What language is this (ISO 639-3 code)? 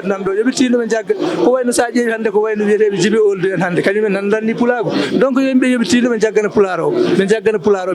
ful